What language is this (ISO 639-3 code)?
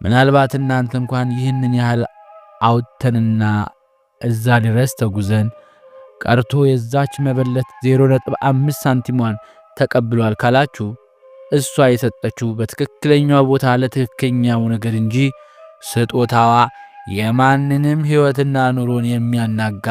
amh